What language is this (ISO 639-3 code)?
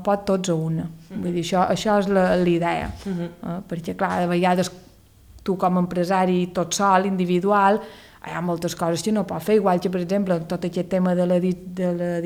cat